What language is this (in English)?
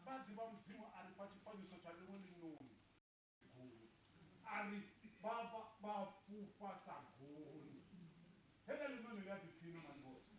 Venda